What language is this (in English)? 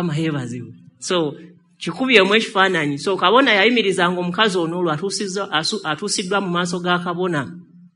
Ganda